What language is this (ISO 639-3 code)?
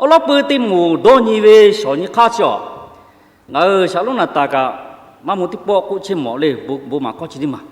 lhu